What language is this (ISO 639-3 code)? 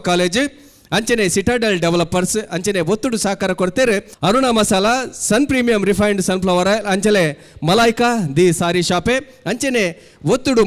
tcy